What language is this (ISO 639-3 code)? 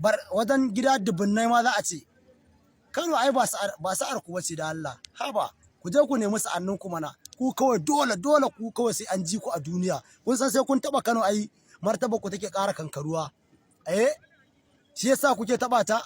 hau